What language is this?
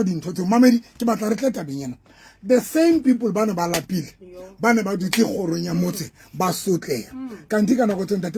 Southern Sotho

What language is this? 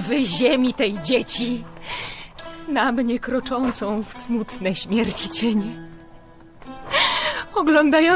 Polish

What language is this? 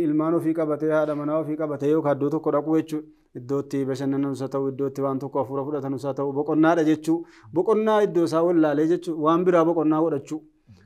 Oromo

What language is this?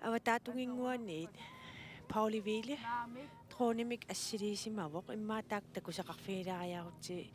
Kalaallisut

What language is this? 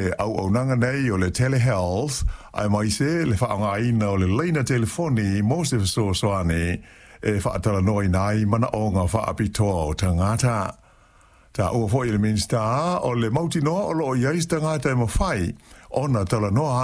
Samoan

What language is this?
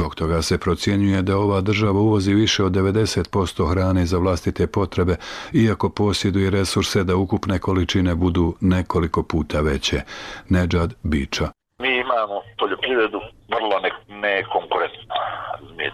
Bosnian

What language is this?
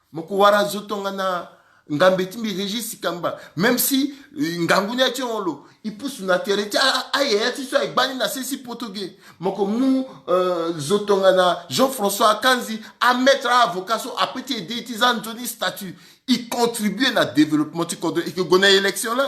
Sango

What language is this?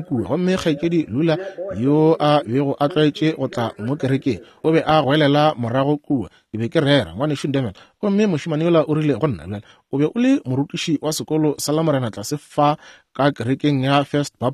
Northern Sotho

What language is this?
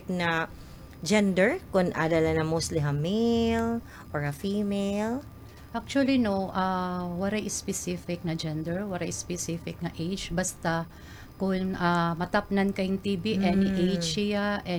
Waray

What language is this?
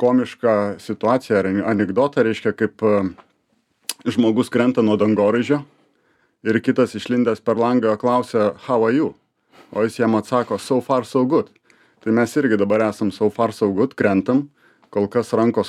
Lithuanian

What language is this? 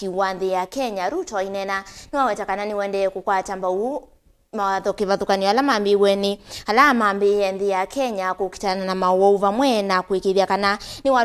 Kamba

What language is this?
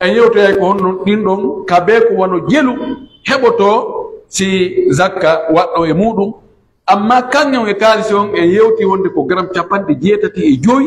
Pular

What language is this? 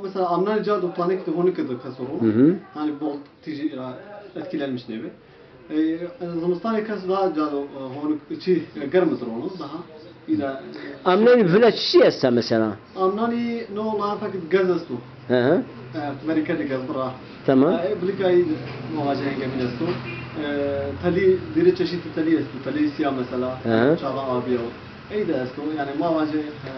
Zaza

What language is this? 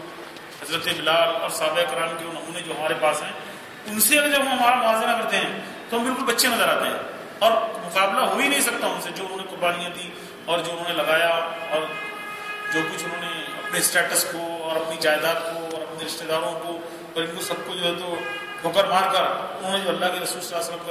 Urdu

